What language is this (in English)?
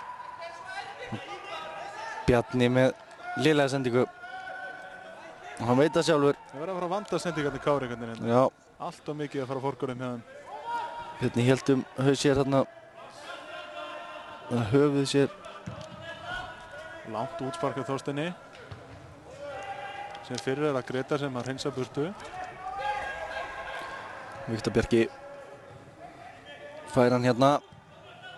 Icelandic